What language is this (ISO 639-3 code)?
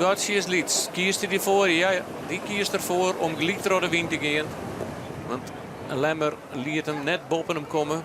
fry